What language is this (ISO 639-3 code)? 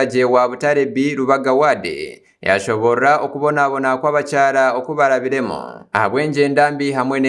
nyn